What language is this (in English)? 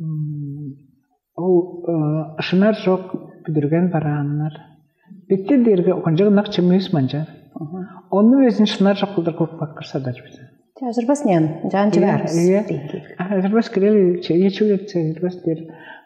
Tuvinian